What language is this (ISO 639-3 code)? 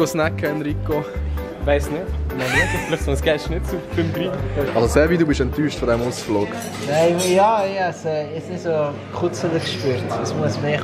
gsw